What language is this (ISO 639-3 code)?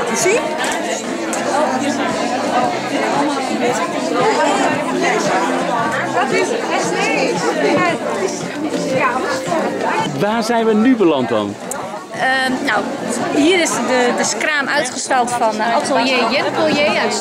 nld